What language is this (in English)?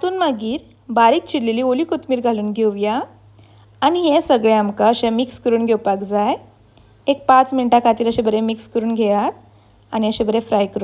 Konkani